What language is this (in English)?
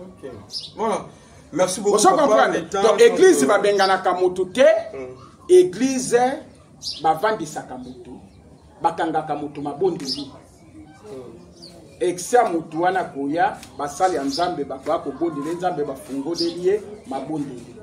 Lingala